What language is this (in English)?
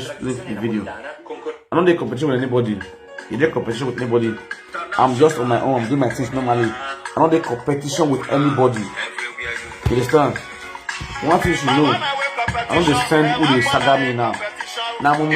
Nigerian Pidgin